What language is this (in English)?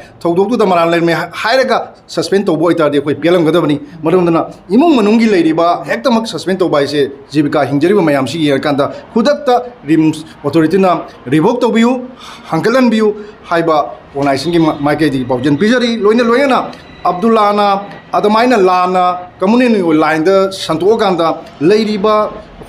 Manipuri